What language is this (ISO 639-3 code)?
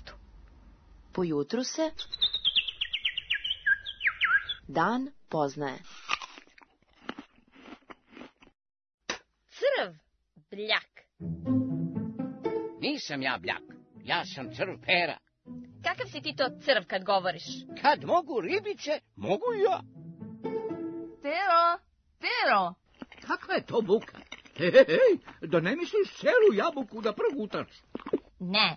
srp